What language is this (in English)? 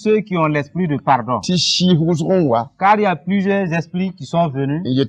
Mossi